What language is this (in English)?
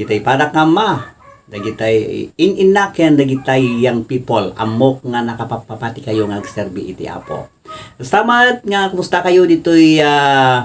Iloko